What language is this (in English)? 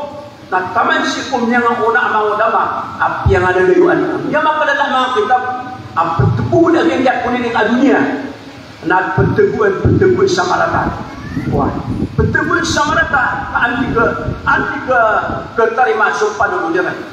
Maranao